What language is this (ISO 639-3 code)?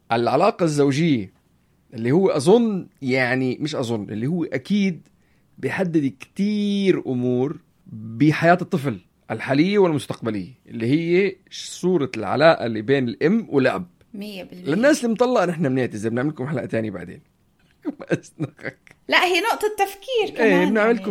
apc